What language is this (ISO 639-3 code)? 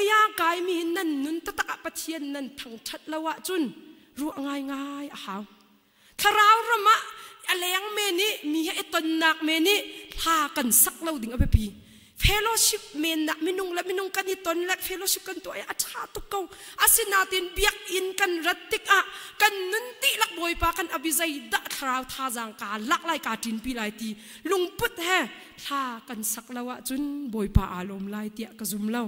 cnh